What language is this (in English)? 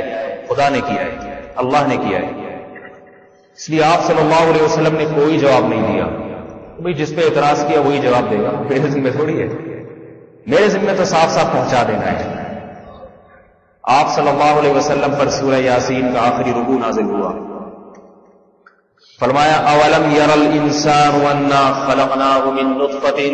Urdu